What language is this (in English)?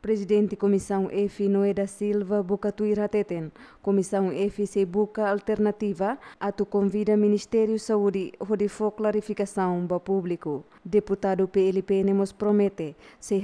Tetum